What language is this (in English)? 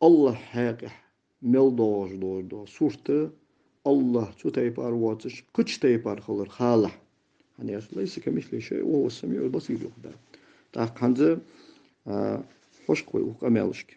Ingush